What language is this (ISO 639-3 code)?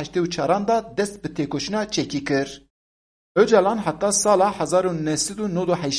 kur